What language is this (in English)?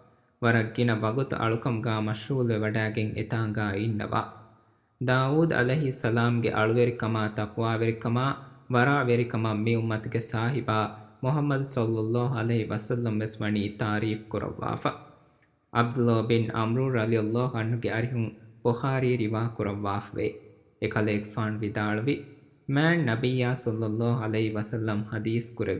Divehi